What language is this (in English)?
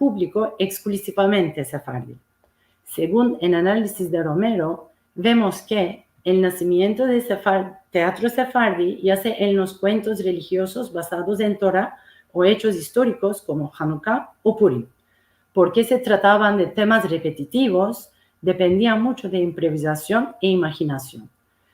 Ladino